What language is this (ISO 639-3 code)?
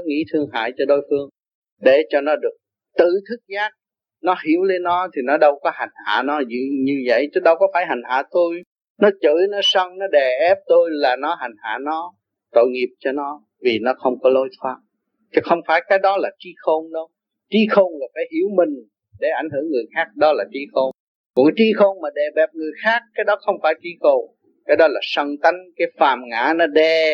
vie